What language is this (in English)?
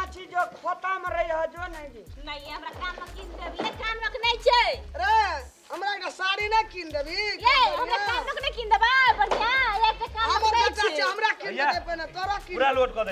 Maithili